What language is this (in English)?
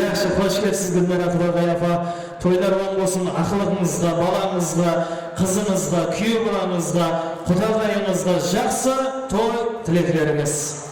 Kara-Kalpak